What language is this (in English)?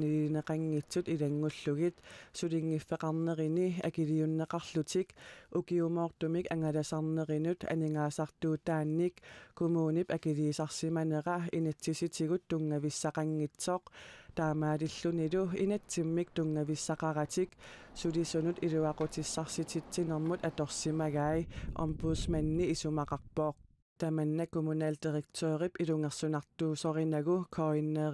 Kalaallisut